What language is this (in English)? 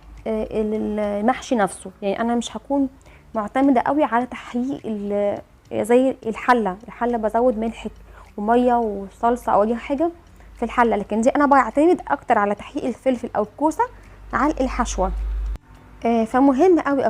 Egyptian Arabic